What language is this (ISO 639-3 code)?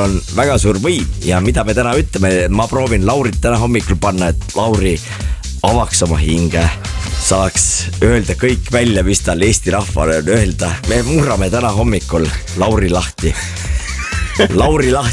est